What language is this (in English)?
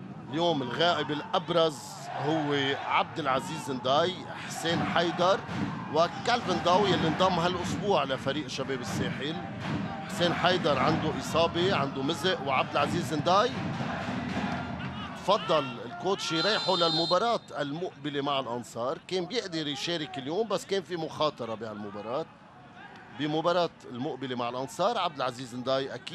North Levantine Arabic